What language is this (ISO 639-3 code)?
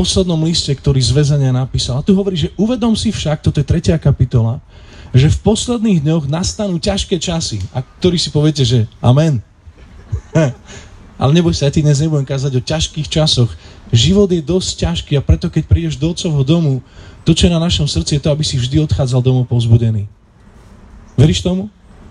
slk